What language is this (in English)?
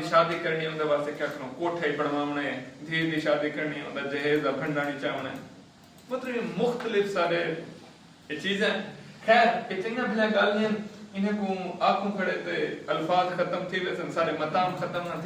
Saraiki